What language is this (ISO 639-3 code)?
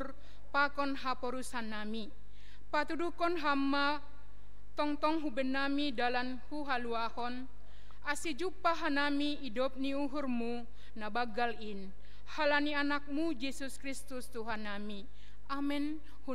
bts